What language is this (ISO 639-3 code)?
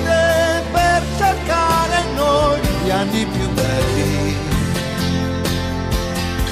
ita